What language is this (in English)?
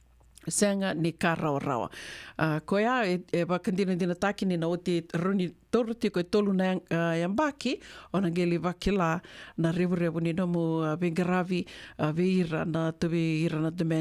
Fijian